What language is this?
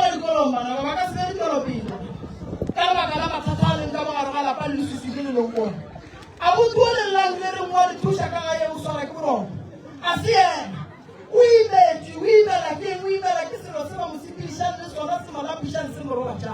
Northern Sotho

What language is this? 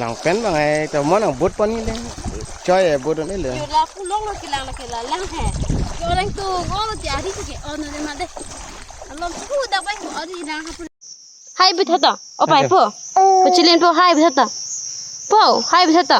Karbi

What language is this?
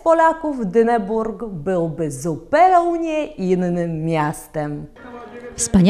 Polish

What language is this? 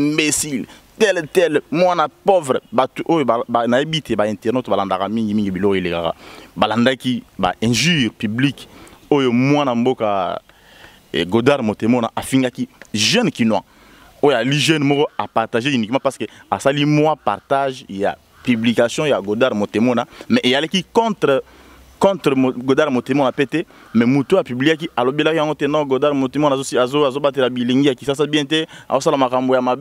Lingala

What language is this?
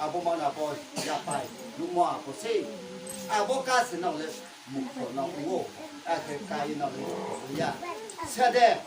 Riang (India)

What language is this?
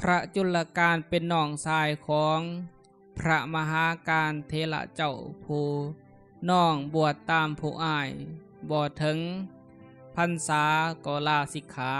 Lao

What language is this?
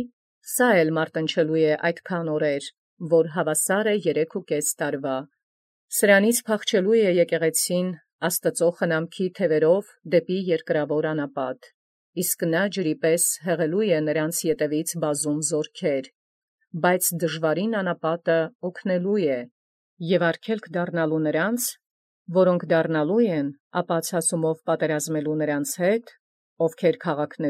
Armenian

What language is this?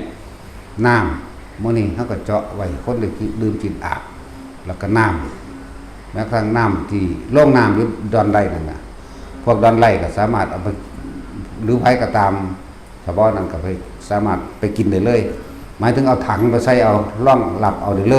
Northeastern Thai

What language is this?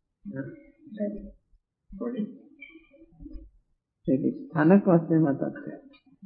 Gujarati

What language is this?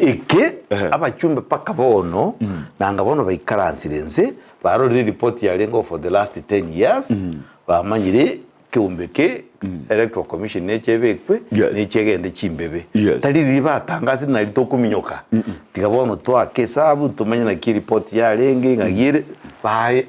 Gusii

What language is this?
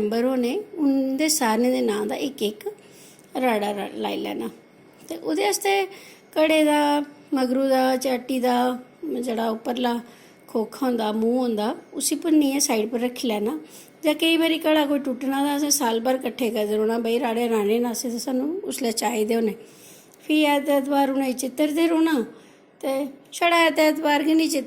Dogri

